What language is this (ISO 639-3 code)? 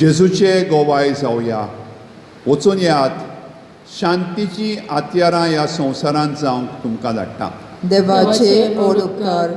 kok